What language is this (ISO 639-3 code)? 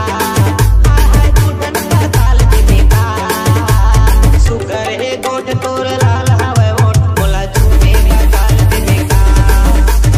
hne